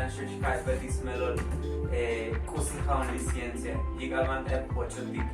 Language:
Tzotzil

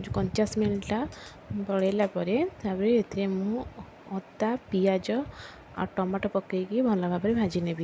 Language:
Odia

